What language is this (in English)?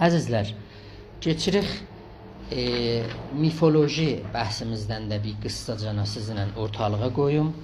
South Azerbaijani